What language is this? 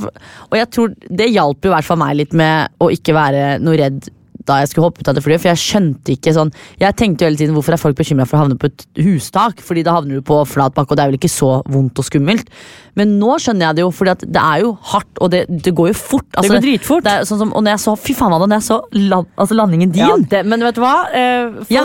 Norwegian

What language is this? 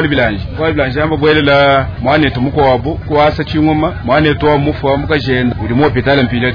Luba-Lulua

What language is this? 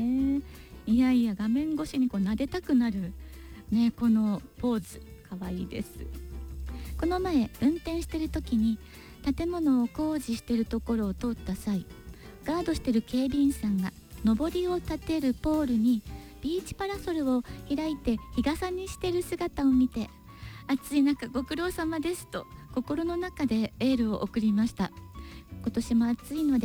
Japanese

